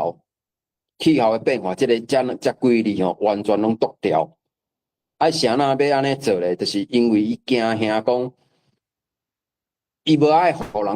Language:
Min Nan Chinese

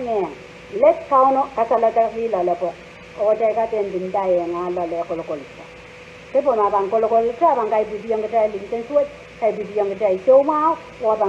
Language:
Pohnpeian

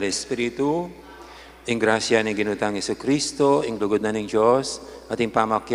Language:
Pampanga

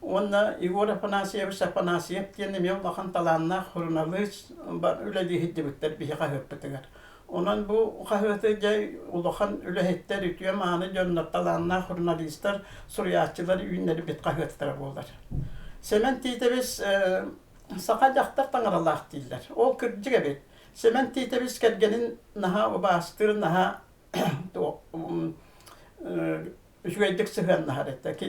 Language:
Yakut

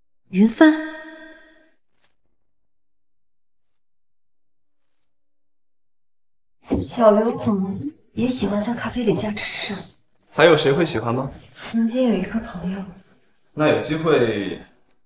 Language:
Chinese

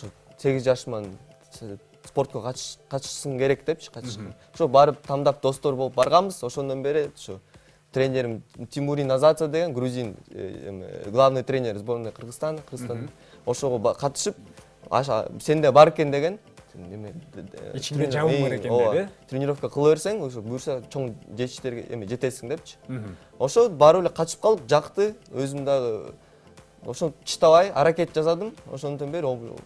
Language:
Kyrgyz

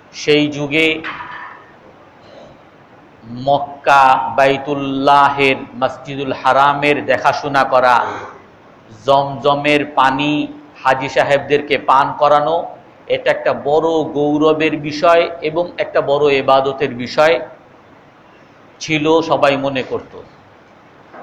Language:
Bangla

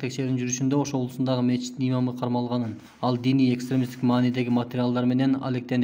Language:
Kyrgyz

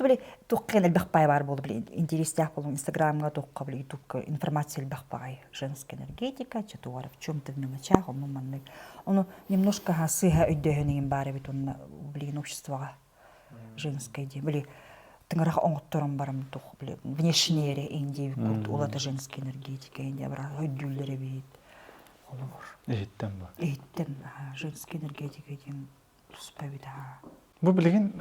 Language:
Yakut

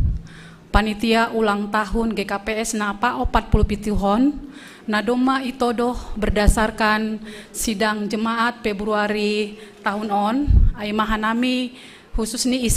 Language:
Batak Simalungun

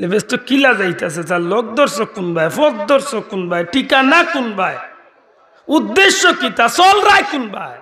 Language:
Sylheti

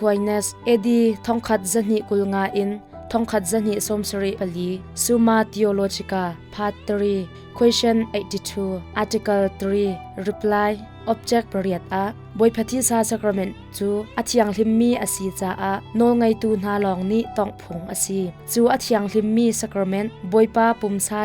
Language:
Hakha Chin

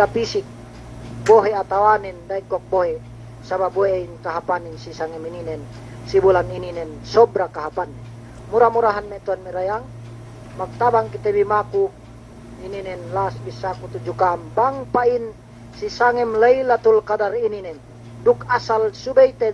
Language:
Yakan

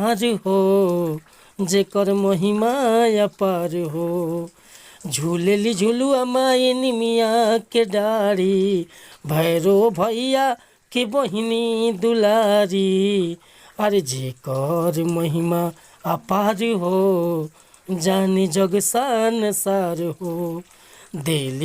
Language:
Bhojpuri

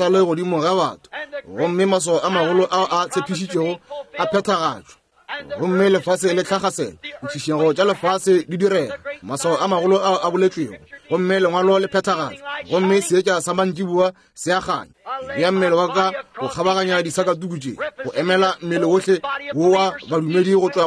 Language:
Northern Sotho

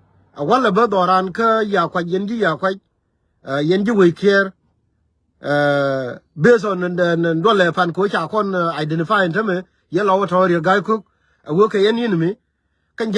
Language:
Nuer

